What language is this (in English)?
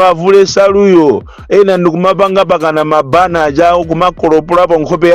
Nyanja